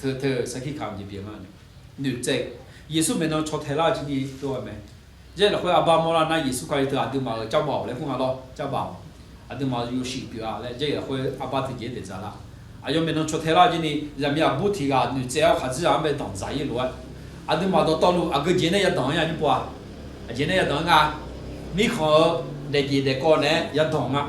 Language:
Akha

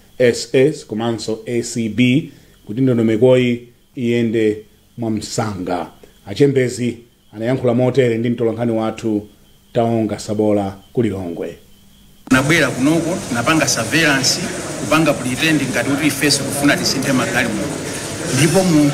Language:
Nyanja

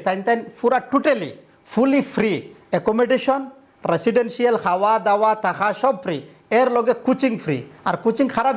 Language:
Sylheti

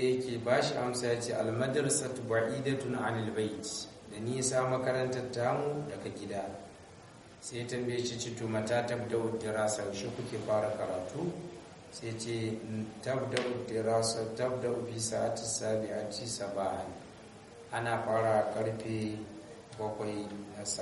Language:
Hausa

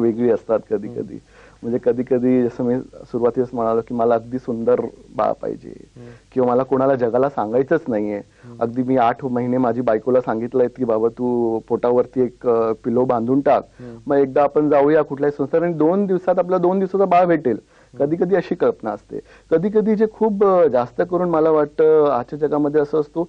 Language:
Marathi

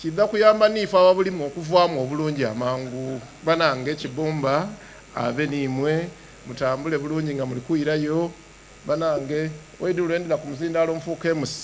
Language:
Soga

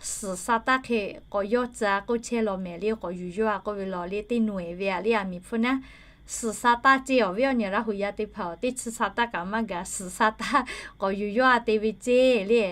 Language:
Lahu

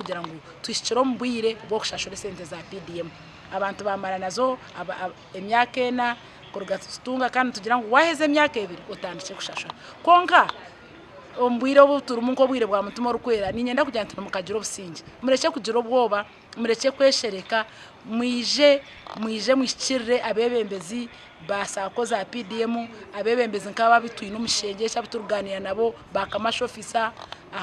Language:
Nyankole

